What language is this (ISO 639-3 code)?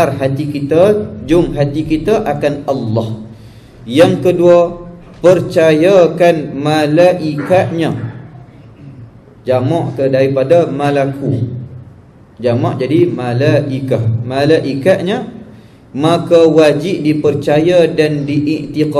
msa